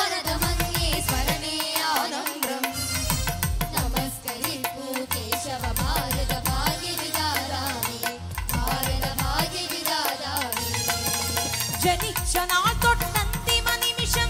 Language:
Malayalam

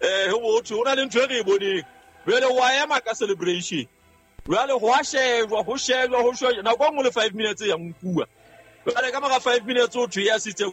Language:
Southern Sotho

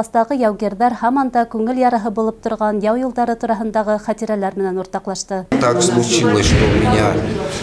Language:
Bashkir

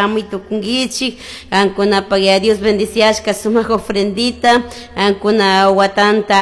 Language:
Chimborazo Highland Quichua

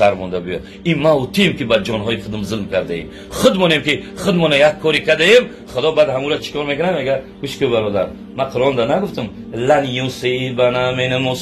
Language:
Tajik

